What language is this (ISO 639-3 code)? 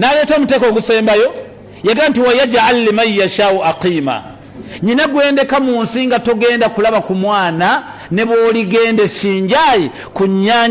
lug